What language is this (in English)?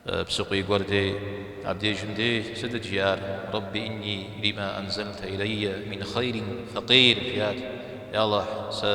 Kabardian